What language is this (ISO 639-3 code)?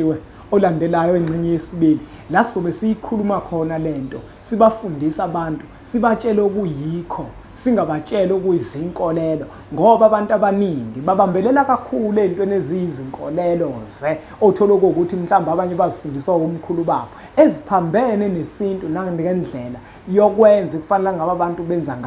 zul